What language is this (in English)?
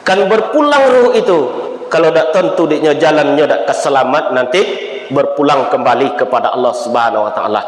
Minangkabau